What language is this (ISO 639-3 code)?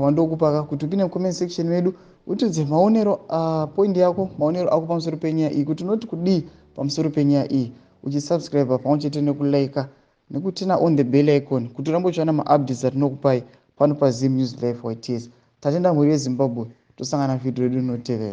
sna